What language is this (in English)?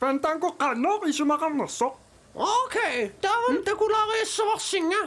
Kalaallisut